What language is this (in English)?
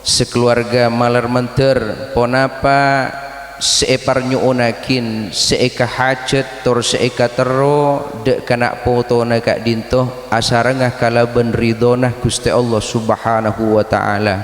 Madurese